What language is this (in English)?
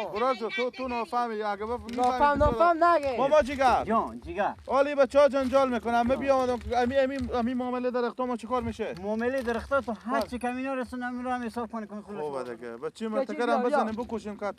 Persian